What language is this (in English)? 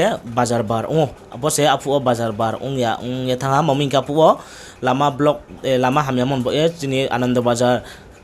Riang (India)